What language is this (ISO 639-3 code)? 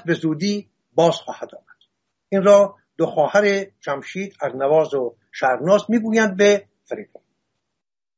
fas